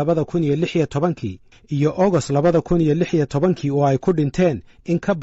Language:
Somali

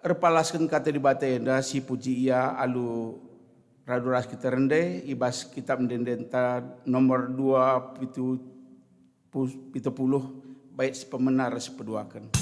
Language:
Batak Karo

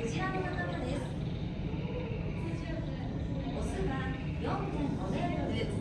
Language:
Japanese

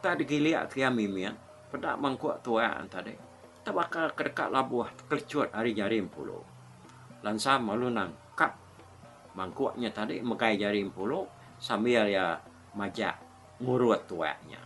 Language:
Iban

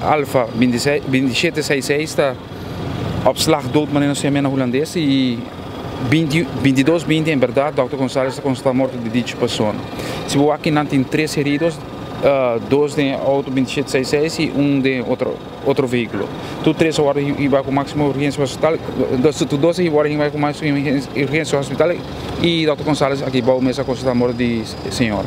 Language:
Papiamento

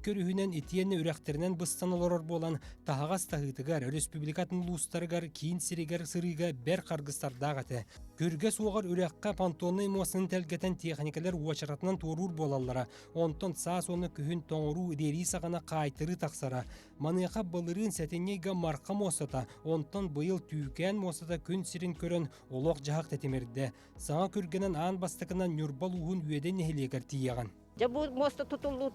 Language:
Yakut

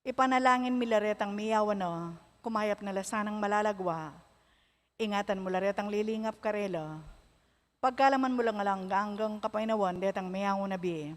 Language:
Pampanga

